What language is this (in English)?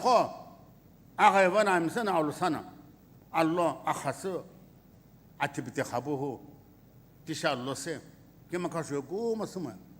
Sumi Naga